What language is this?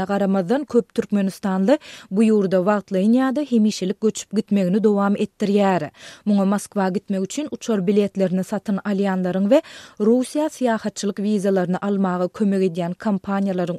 Turkmen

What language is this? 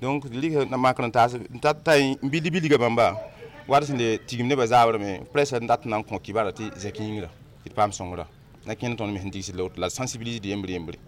Mossi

